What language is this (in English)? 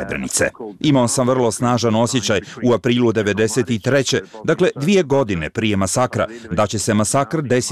Bosnian